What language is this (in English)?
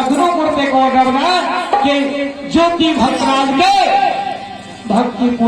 Maithili